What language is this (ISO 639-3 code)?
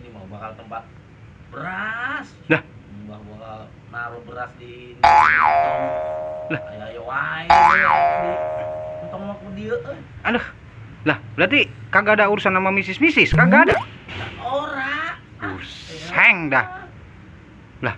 bew